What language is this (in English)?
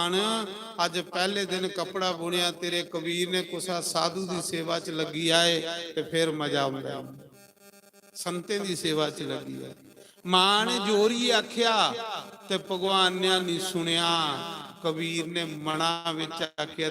Dogri